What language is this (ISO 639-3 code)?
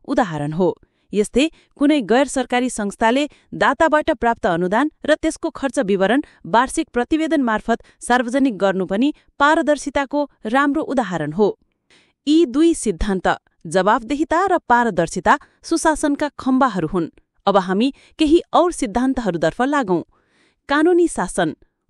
nep